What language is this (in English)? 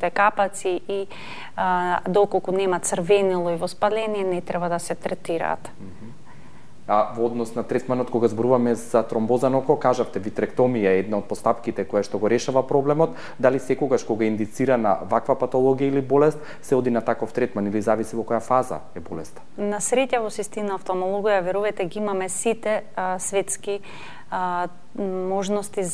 Macedonian